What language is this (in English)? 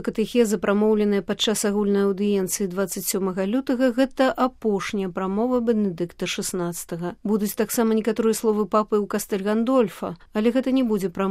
Belarusian